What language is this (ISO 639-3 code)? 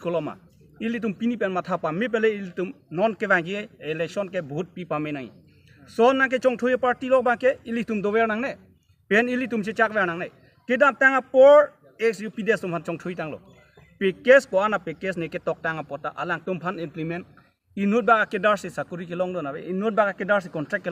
mjw